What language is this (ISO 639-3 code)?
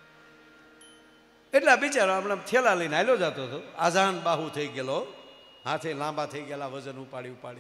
guj